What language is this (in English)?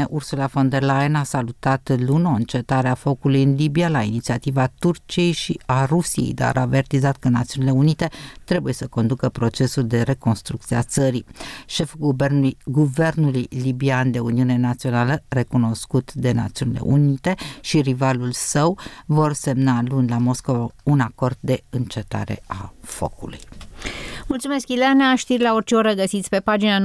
Romanian